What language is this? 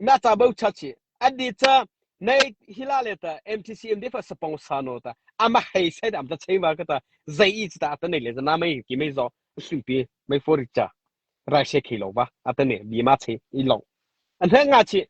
Mara Chin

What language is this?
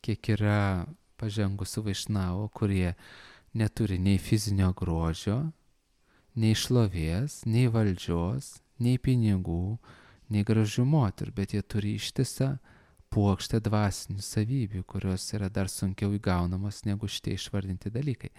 Lithuanian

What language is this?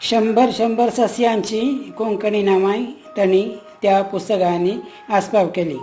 Konkani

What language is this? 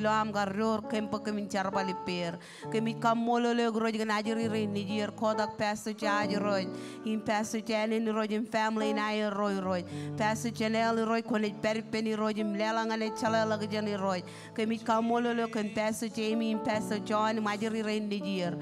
Marshallese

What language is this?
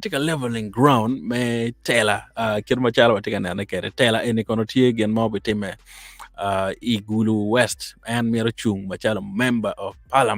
Acoli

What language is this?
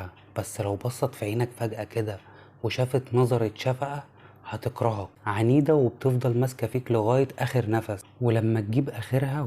Egyptian Arabic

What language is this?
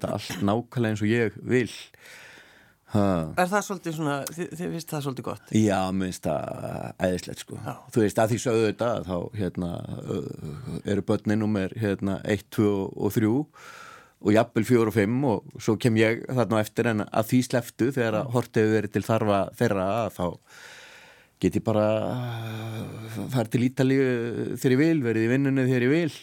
Icelandic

